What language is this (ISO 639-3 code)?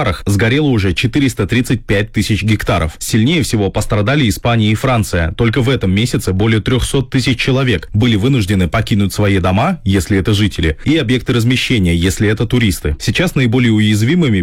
rus